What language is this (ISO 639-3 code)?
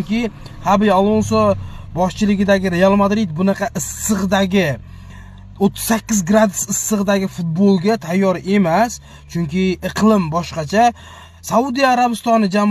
uzb